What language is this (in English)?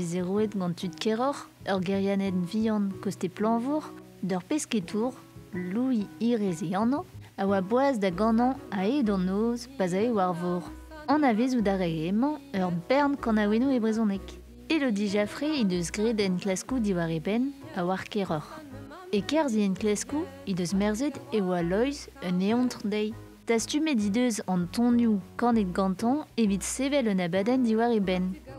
Breton